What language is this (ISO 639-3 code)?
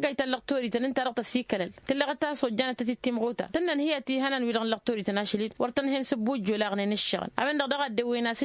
taq